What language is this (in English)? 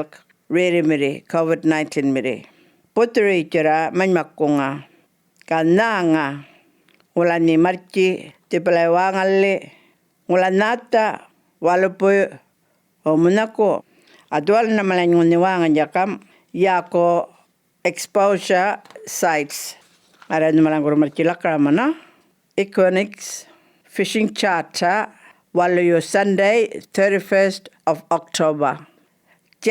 Djambarrpuyngu